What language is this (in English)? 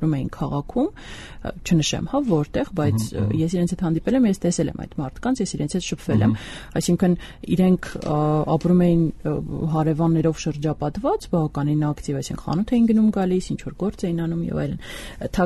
Armenian